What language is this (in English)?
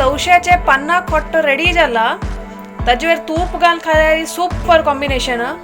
Konkani